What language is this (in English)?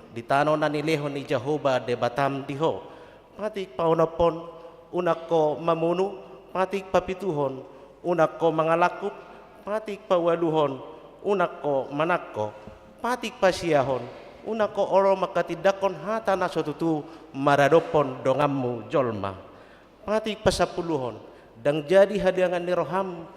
Batak Toba